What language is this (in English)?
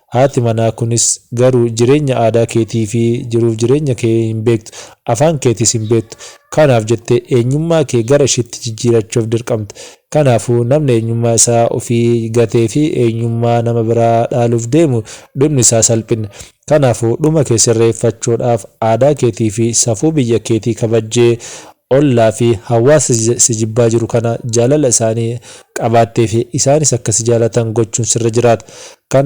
Oromo